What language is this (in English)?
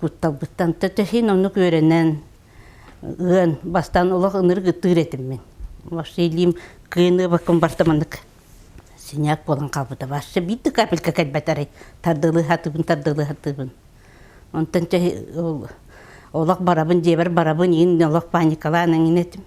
Yakut